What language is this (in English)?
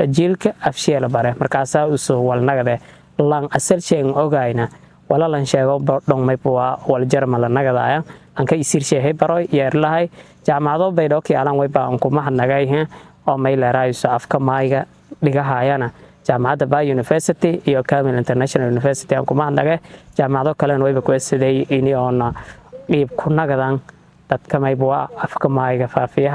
Somali